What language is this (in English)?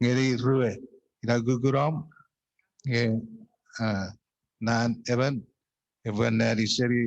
Chuukese